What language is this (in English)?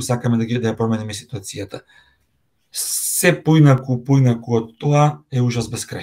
Macedonian